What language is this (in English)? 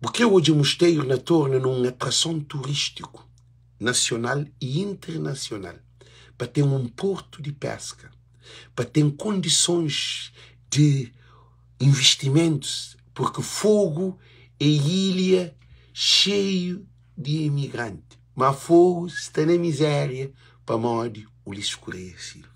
Kabuverdianu